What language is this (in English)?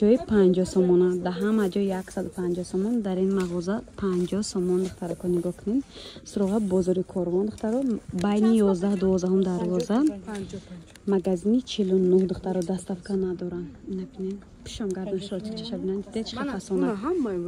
Tajik